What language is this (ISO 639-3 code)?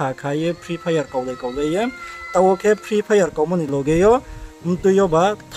ria